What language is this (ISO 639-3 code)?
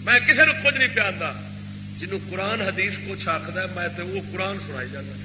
skr